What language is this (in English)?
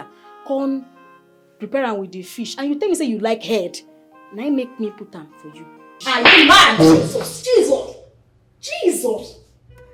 Nigerian Pidgin